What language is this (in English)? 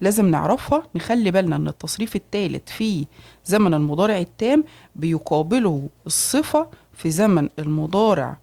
Egyptian Arabic